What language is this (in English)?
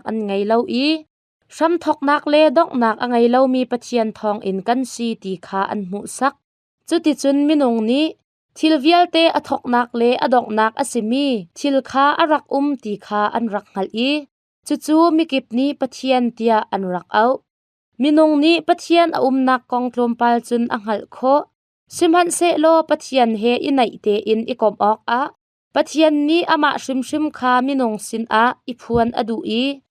Hakha Chin